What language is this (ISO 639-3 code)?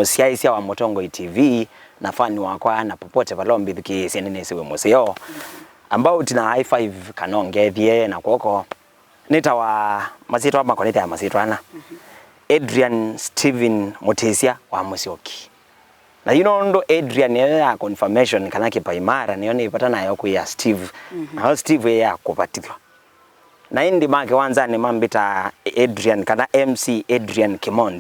kam